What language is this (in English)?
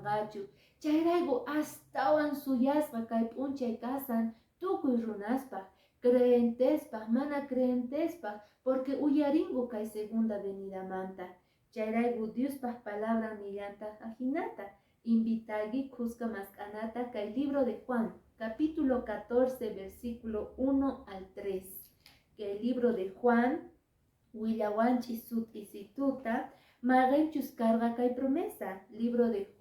Quechua